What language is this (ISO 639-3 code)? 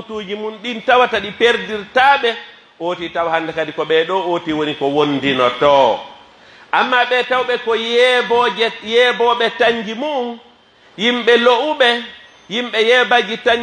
fuf